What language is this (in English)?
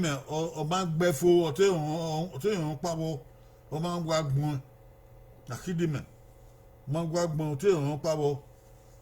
Bini